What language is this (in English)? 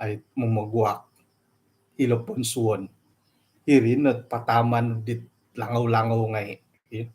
Central Dusun